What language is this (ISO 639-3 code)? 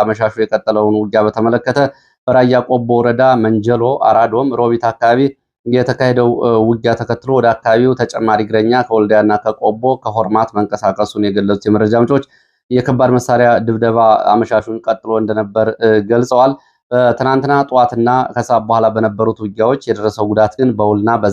amh